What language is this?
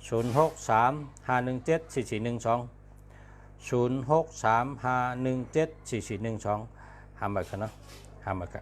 Shan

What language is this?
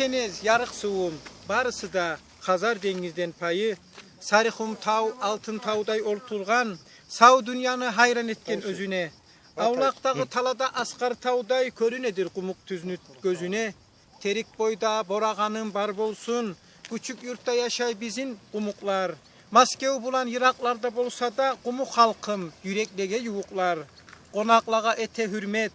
Kumyk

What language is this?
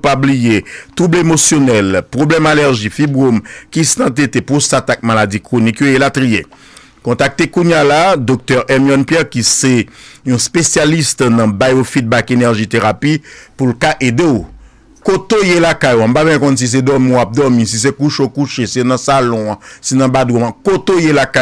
Haitian Creole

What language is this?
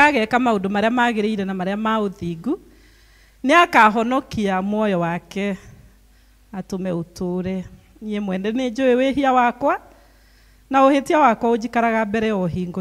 Kikuyu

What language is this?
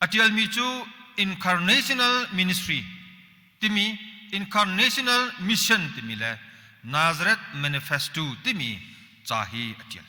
Hakha Chin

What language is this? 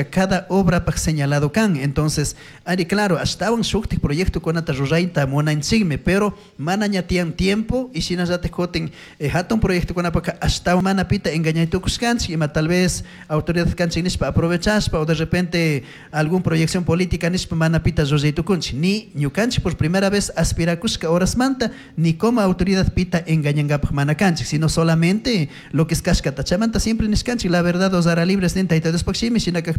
Chimborazo Highland Quichua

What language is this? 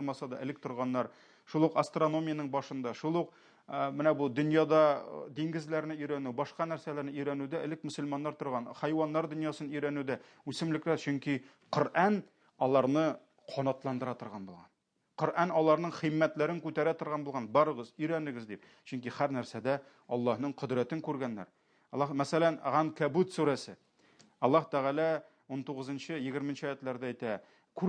Tatar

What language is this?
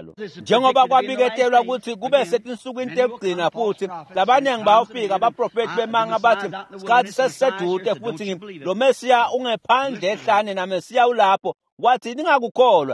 Swati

